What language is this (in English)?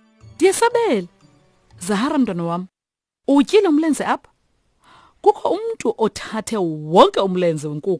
Xhosa